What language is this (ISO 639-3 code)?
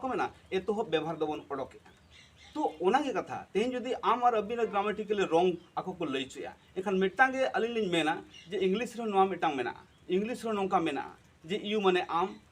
sat